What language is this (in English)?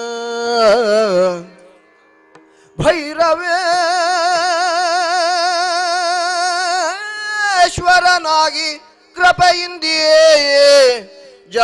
Kannada